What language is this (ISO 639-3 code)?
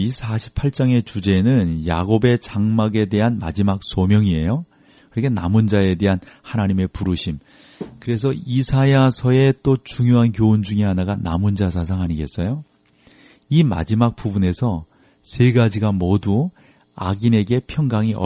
kor